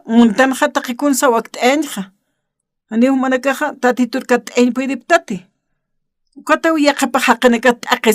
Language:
Aymara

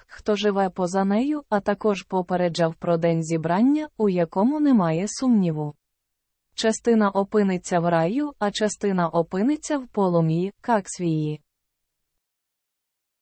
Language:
Ukrainian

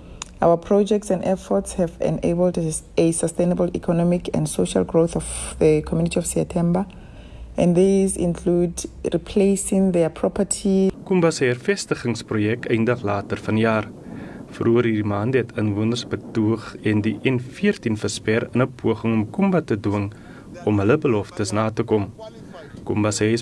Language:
Afrikaans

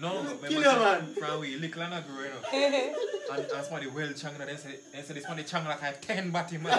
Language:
Jamaican Creole English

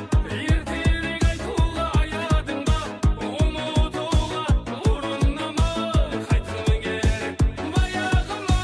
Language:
Kara-Kalpak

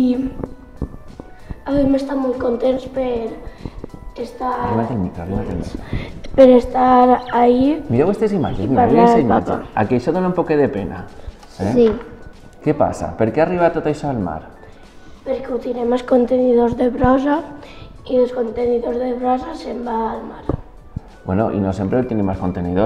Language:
Catalan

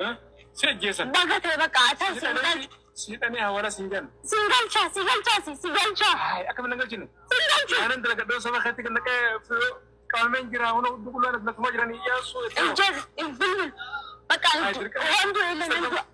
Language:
Oromo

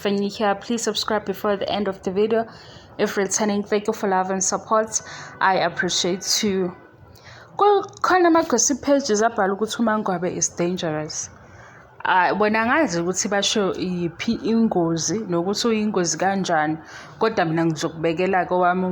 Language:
Zulu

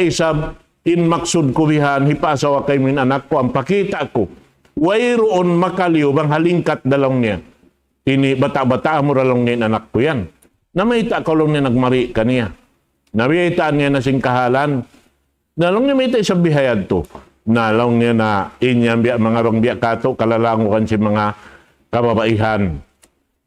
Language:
Tausug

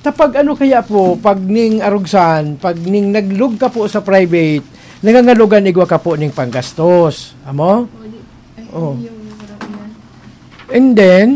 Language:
Bikol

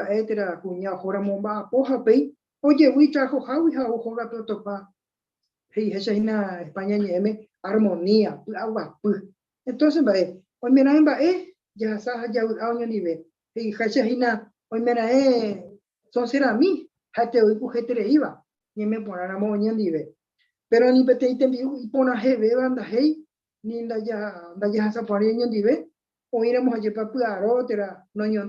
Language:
Guarani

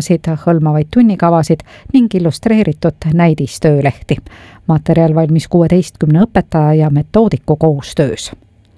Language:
Estonian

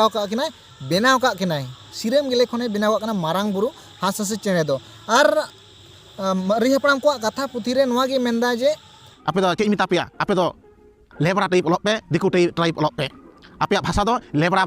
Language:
Santali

